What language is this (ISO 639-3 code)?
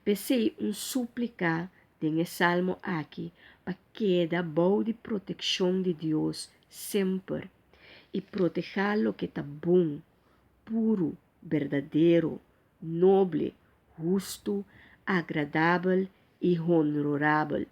pap